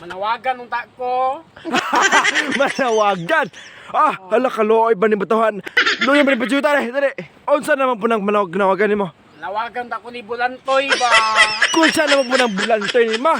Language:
Cebuano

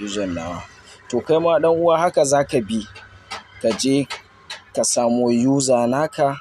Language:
Hausa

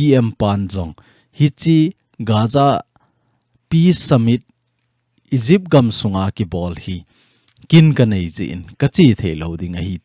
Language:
Thado Chin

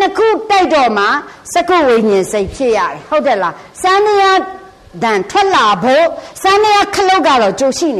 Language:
Burmese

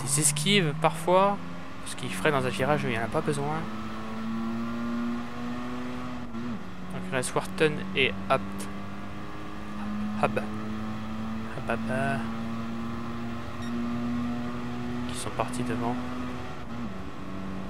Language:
French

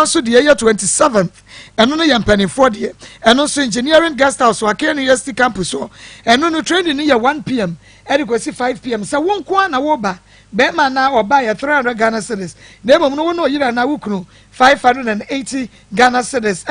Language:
Akan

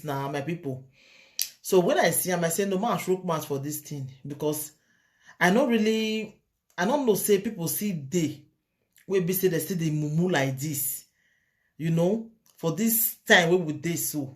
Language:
Nigerian Pidgin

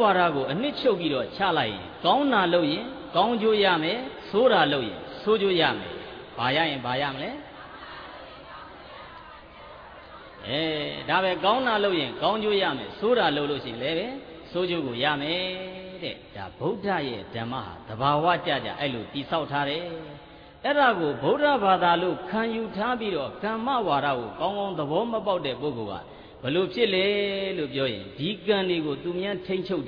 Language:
Burmese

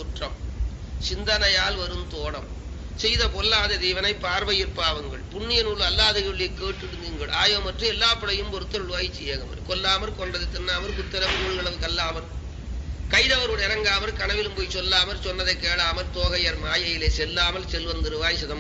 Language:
Tamil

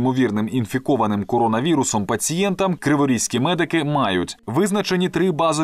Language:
Ukrainian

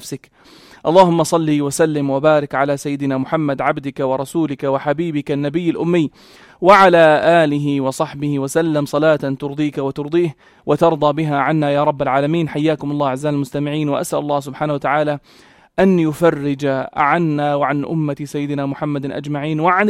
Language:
North Levantine Arabic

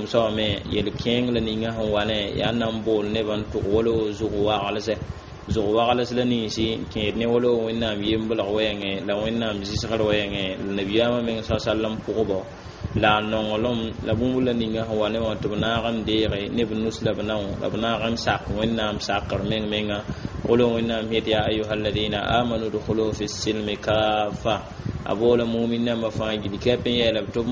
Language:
Mossi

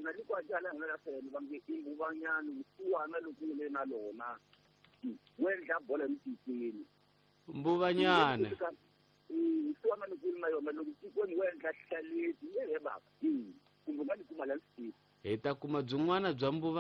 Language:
Tsonga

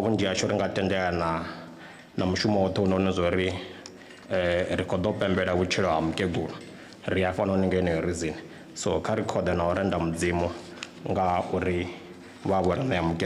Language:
Venda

